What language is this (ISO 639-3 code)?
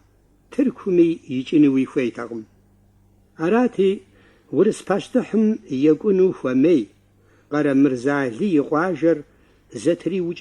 kbd